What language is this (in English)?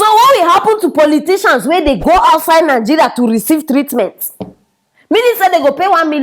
Nigerian Pidgin